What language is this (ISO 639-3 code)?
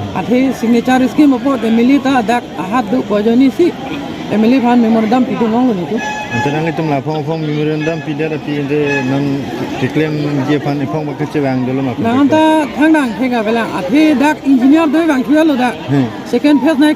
mjw